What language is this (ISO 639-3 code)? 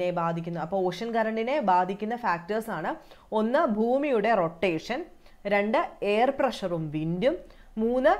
mal